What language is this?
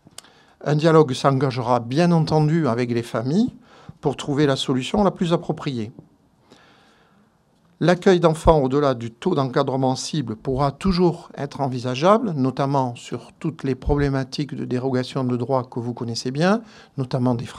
French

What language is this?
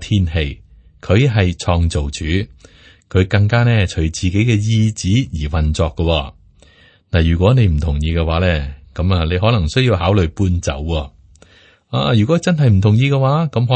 Cantonese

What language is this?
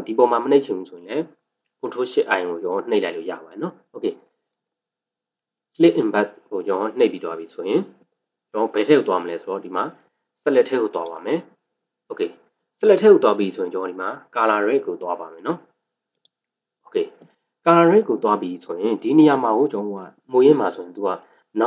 Burmese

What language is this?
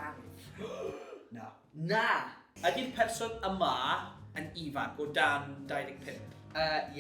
Welsh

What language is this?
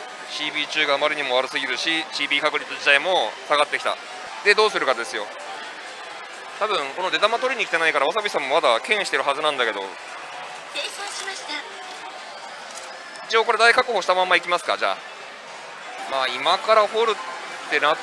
Japanese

